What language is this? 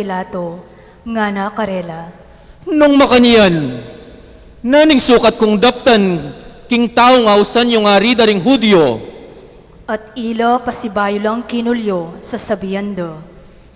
Pampanga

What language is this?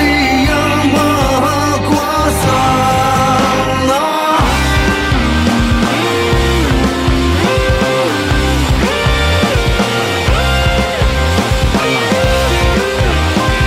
Indonesian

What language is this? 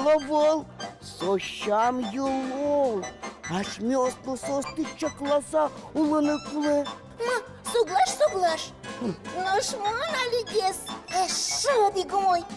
Udmurt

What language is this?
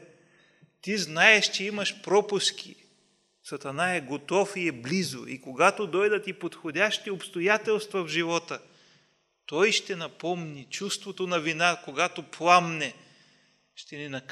Bulgarian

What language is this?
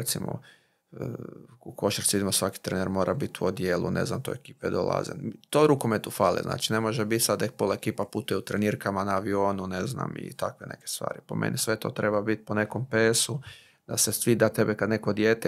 Croatian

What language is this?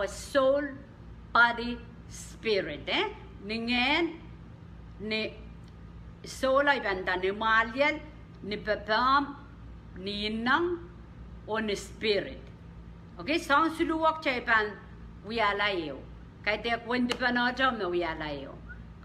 Pohnpeian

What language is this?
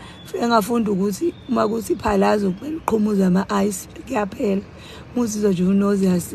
Zulu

